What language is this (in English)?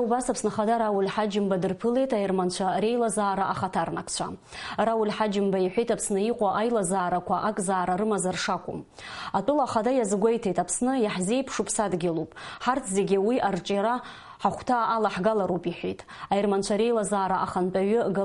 Abkhazian